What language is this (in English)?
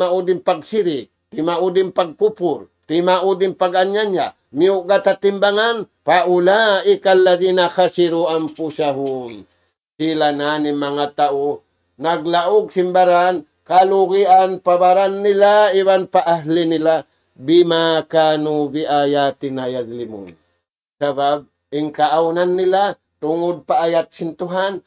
Tausug